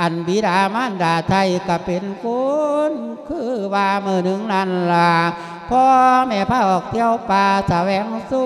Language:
Lao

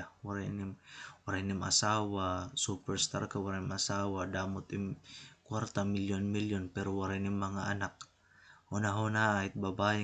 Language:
Waray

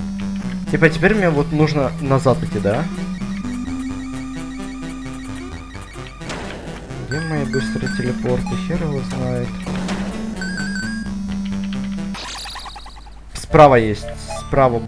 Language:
Russian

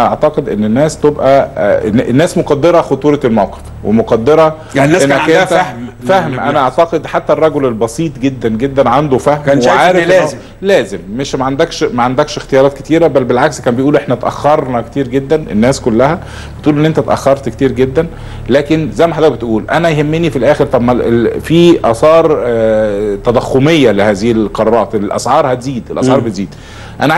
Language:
Egyptian Arabic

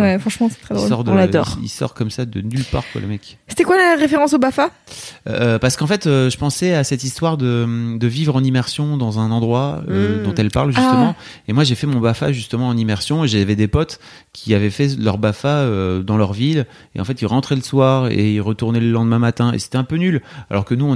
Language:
French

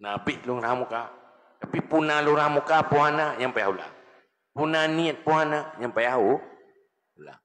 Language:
Achinese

